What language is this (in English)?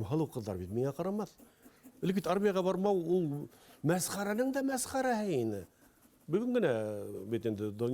Bashkir